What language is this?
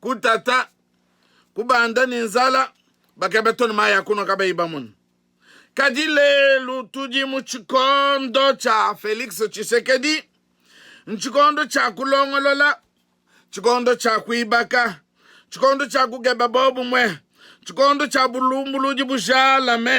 Luba-Lulua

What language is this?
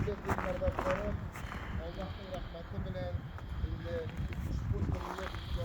Tatar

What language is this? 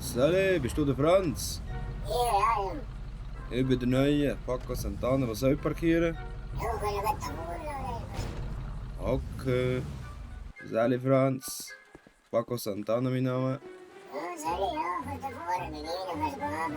Swiss German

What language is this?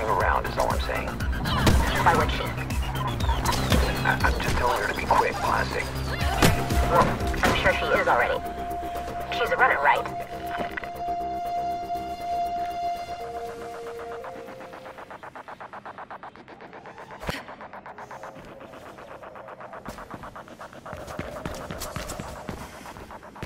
English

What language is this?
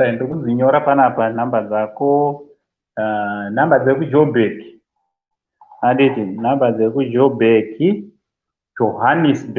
Shona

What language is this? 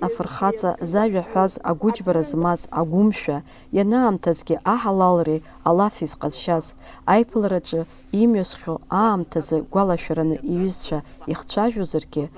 Abkhazian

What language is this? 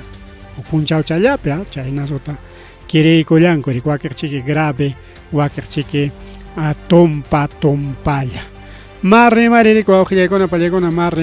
Ayacucho Quechua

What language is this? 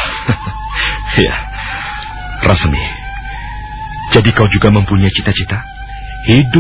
Indonesian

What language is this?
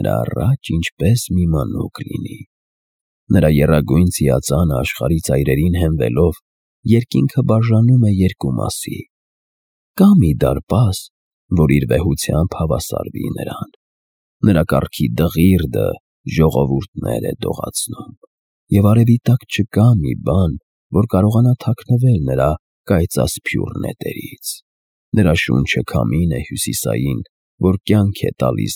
Armenian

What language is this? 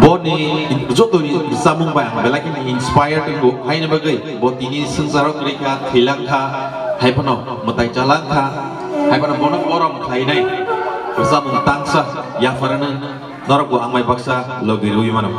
Kok Borok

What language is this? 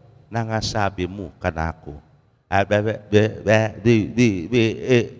Pampanga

